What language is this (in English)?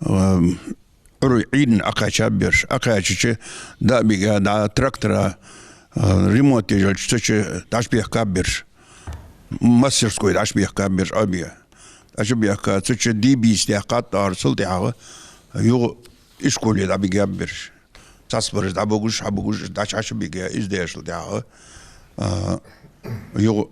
Ingush